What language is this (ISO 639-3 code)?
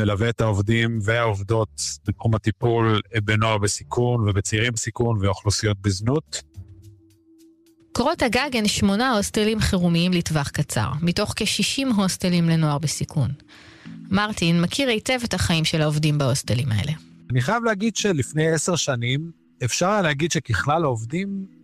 heb